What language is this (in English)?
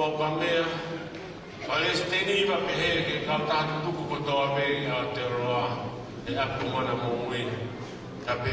Tongan